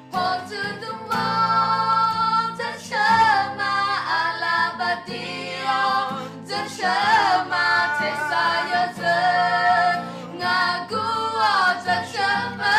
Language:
Akha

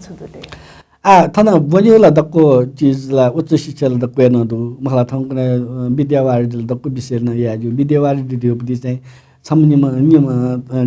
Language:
Newari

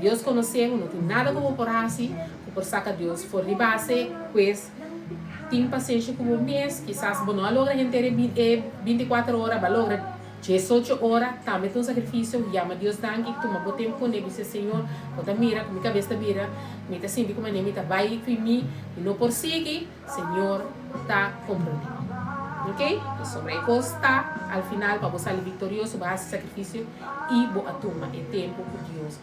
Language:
Papiamento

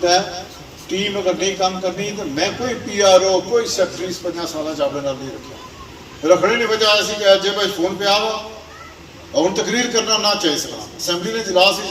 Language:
Pahari-Potwari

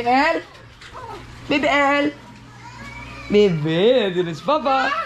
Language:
Filipino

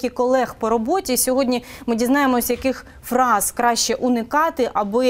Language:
Ukrainian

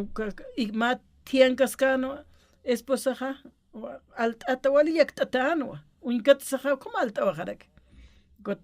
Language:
Aymara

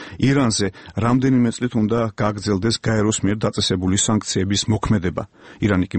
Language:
Georgian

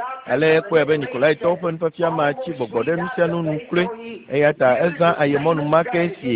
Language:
Ewe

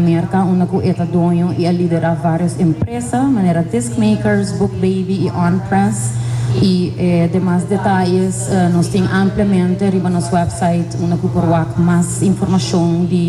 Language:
Papiamento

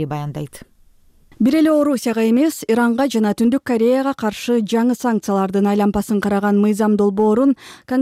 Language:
Kyrgyz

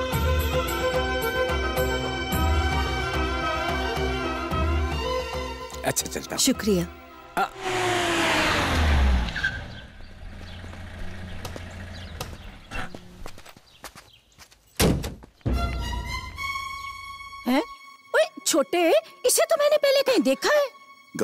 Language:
Hindi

